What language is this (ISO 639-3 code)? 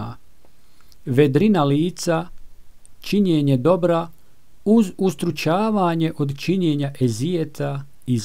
bos